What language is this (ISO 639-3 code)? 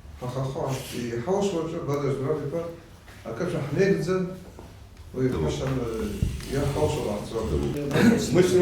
abk